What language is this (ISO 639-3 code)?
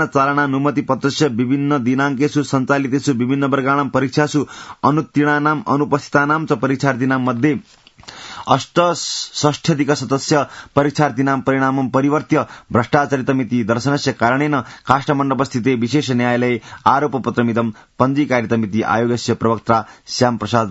san